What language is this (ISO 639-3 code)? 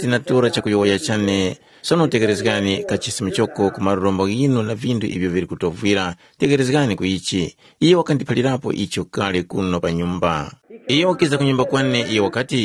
tum